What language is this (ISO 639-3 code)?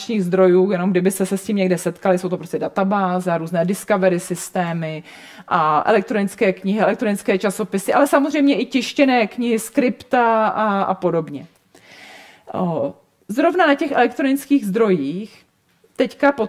ces